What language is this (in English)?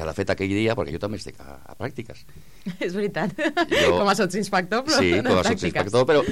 Catalan